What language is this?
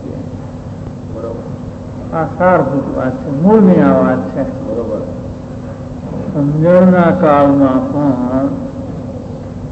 Gujarati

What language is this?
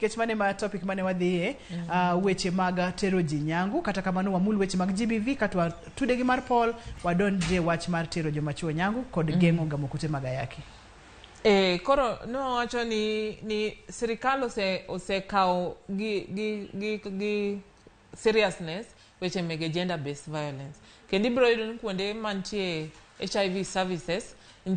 Luo (Kenya and Tanzania)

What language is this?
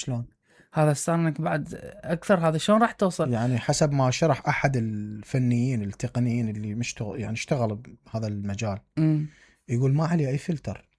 Mesopotamian Arabic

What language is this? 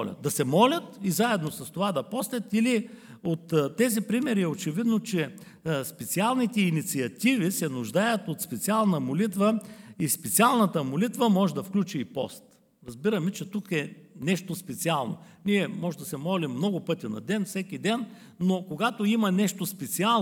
Bulgarian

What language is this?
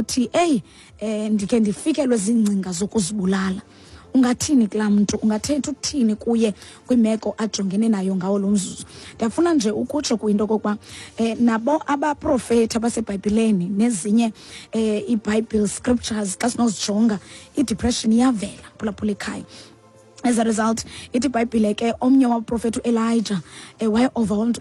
Xhosa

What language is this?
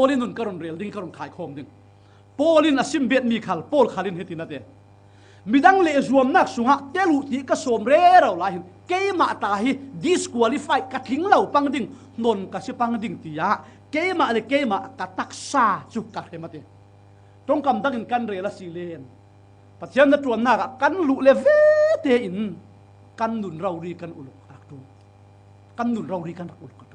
Falam Chin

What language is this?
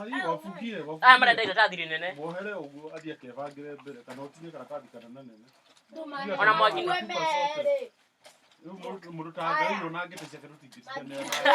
Kikuyu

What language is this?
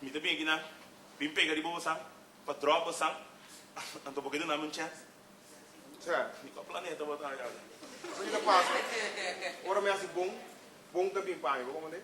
Papiamento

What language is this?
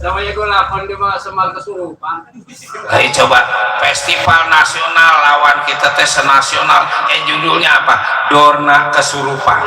Betawi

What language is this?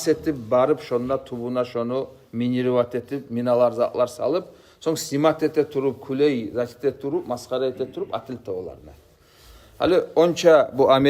Kumyk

